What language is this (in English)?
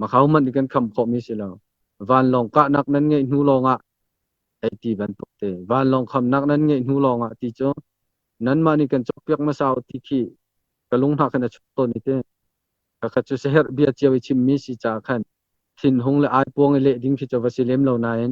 Hakha Chin